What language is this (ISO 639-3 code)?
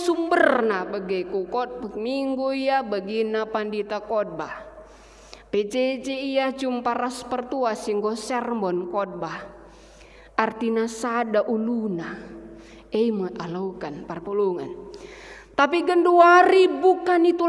btx